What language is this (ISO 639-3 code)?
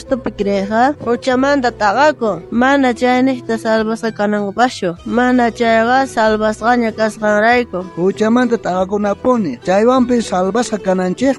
quh